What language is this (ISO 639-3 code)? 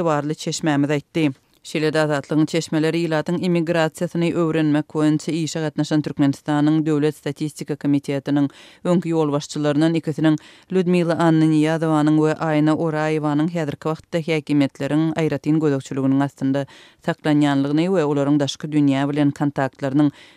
tuk